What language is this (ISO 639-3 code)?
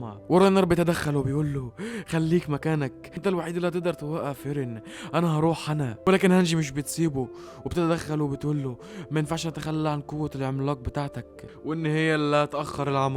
arz